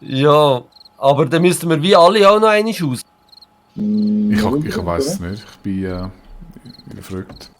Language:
Swiss German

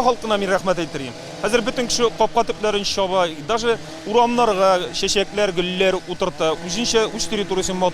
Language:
Tatar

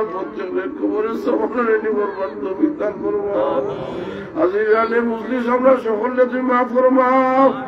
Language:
Sylheti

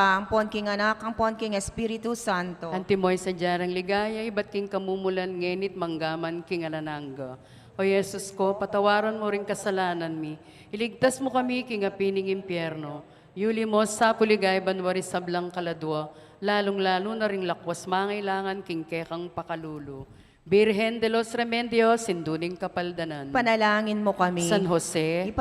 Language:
Pampanga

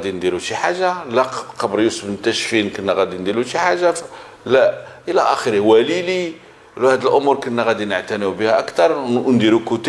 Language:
Moroccan Arabic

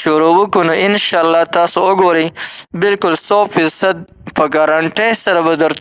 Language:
Pashto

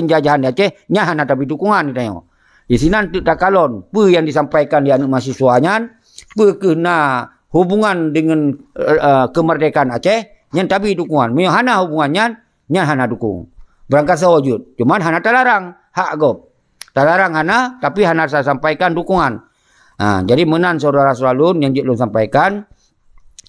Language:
Achinese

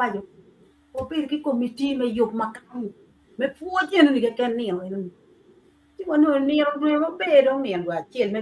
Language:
Acoli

